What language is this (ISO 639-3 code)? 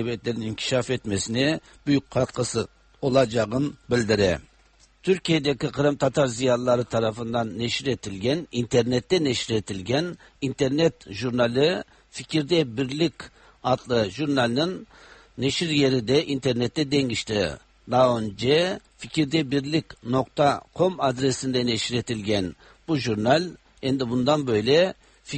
tat